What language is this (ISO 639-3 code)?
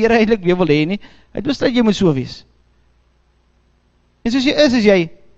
afr